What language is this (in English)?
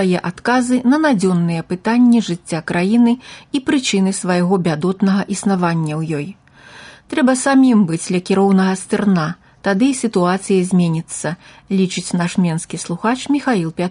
Belarusian